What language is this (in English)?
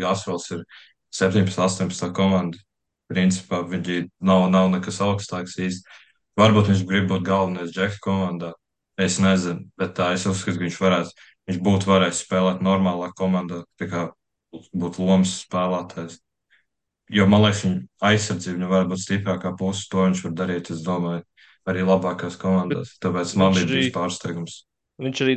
Latvian